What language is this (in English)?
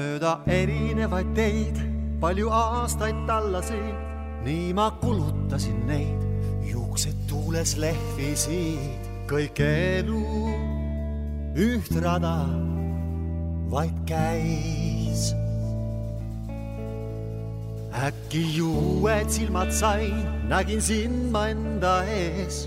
Estonian